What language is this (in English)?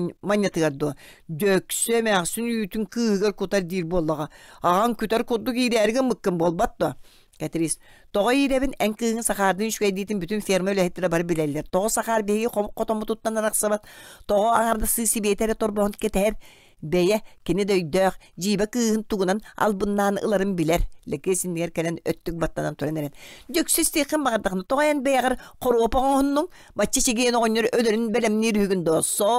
Yakut